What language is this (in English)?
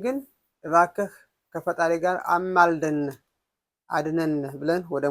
Amharic